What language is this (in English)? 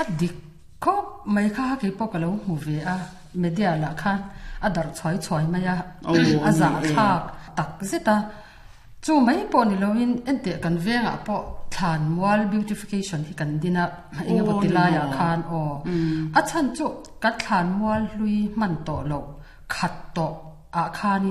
Mizo